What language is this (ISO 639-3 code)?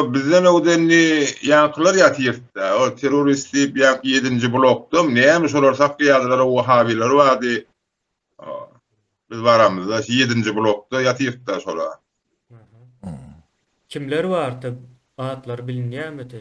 tuk